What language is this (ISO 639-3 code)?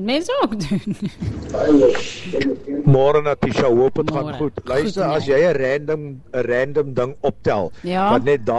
afr